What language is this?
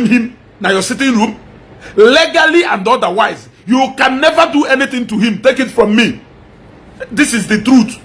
Igbo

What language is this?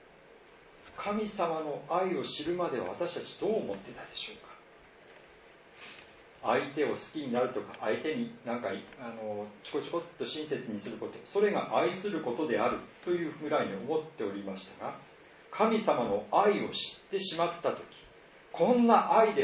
Japanese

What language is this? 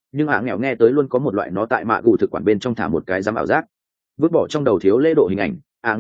Vietnamese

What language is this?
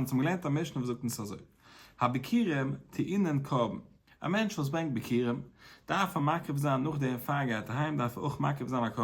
Yiddish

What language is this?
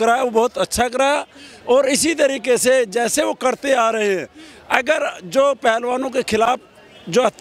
Hindi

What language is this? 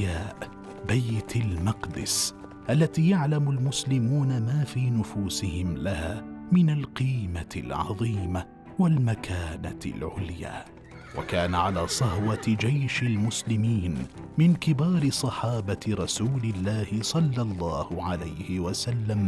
Arabic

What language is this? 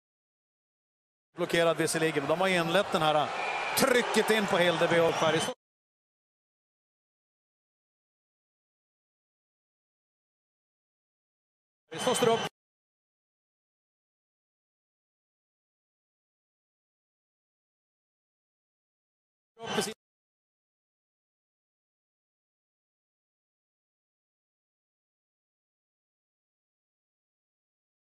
Swedish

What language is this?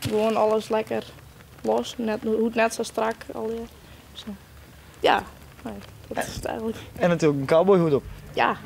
Western Frisian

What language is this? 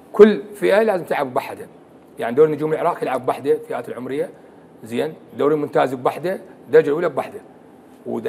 Mesopotamian Arabic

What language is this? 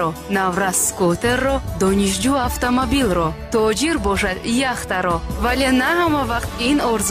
Tajik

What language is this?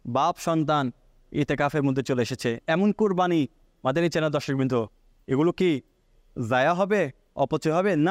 Bangla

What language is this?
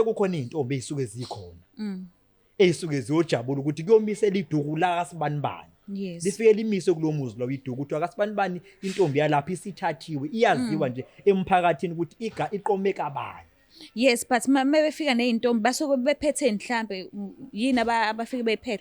Zulu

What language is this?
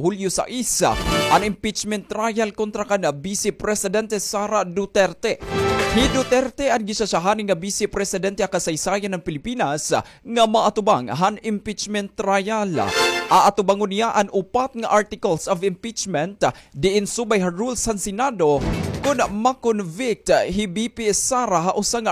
Waray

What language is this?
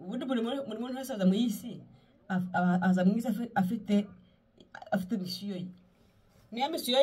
Kinyarwanda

